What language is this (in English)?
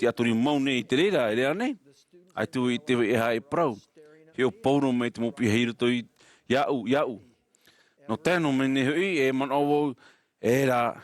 Tahitian